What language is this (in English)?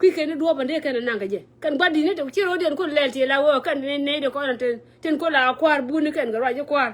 Nuer